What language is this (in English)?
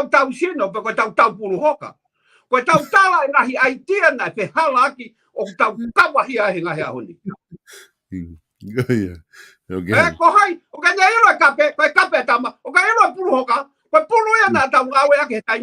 Tongan